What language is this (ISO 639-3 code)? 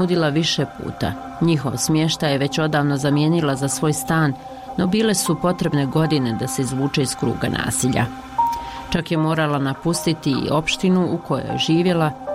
bos